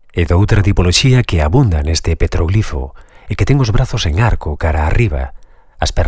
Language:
Galician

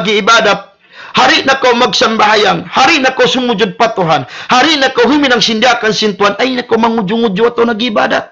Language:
Tausug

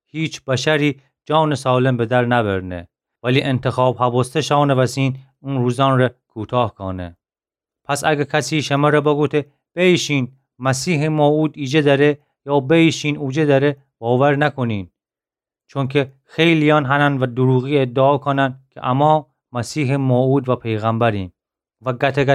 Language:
Gilaki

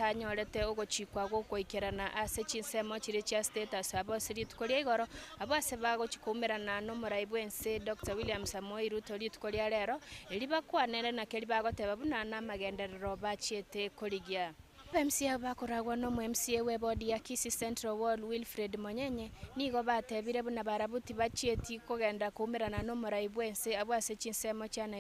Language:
Gusii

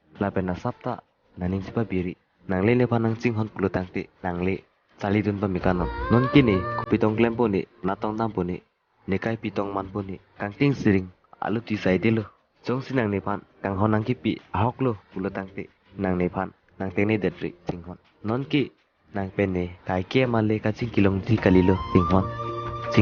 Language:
Karbi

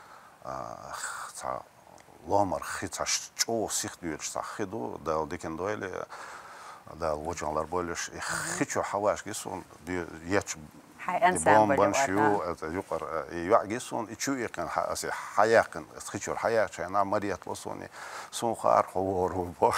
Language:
Chechen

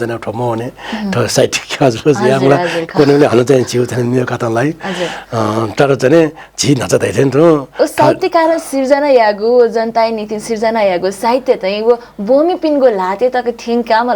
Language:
Newari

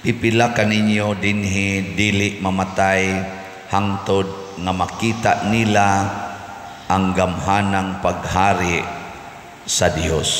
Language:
Cebuano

